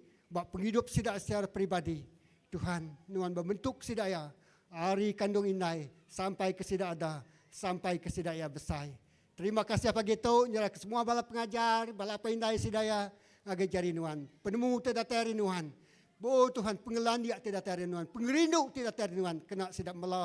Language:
Iban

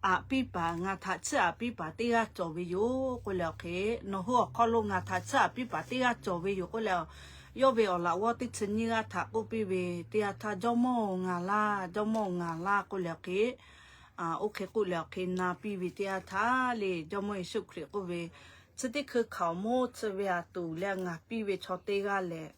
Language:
Lahu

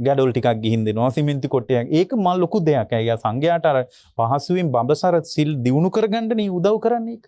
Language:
Sinhala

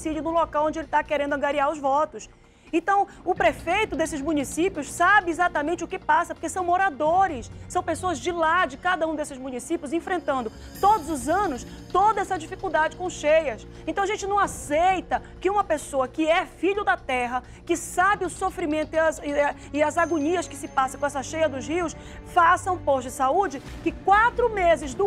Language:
Portuguese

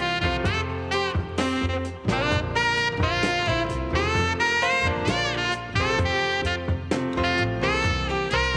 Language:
English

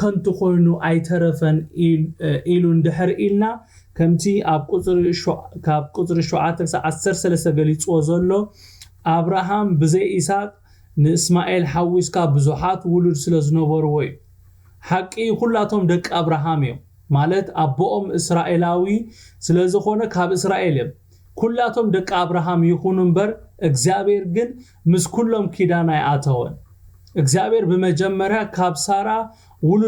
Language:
Tigrinya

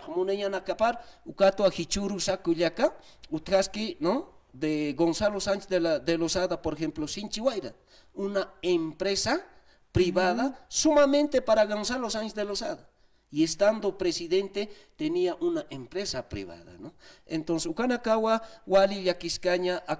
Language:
Aymara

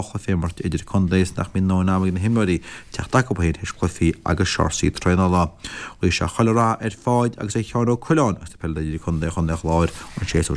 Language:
Irish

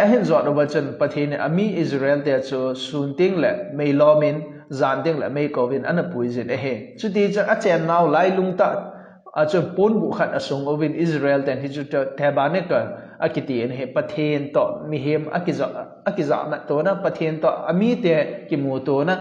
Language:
Thado Chin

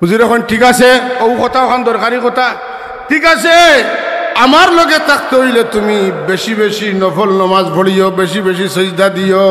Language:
Sylheti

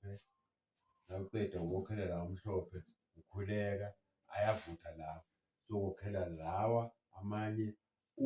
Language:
Zulu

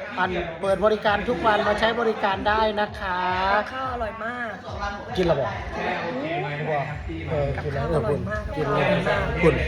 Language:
Northeastern Thai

